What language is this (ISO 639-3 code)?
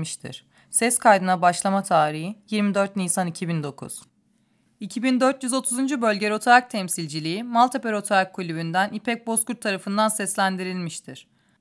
tur